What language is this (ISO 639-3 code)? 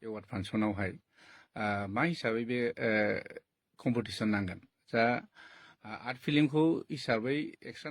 brx